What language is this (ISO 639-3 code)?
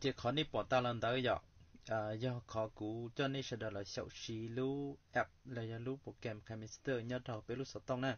hmn